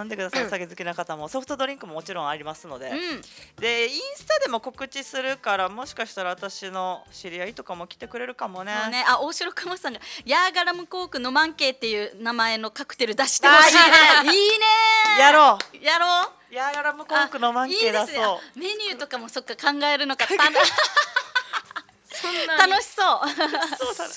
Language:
Japanese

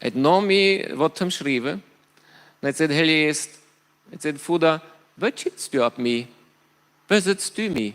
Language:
Plautdietsch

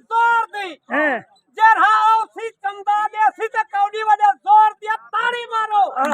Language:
Saraiki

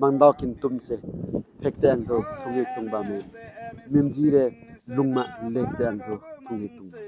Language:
Limbu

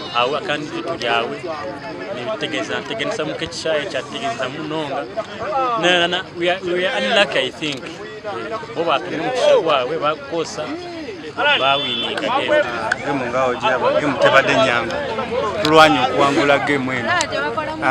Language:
Nyankole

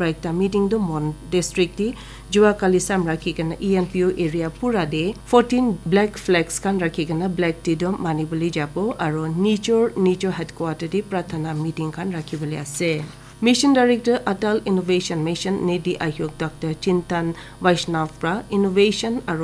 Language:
Naga Pidgin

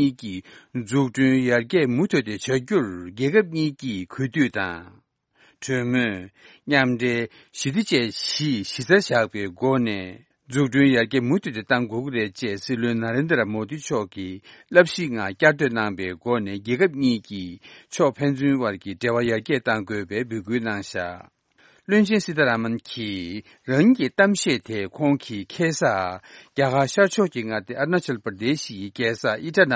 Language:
Tibetan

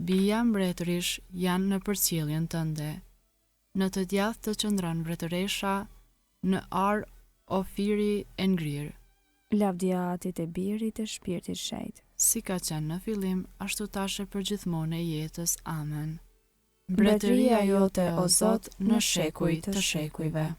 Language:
Albanian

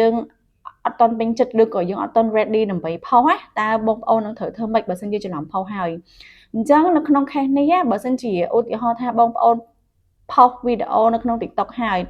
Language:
Khmer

